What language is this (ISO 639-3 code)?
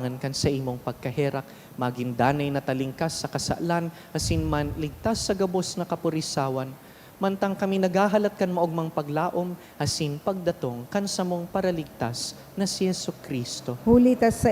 bik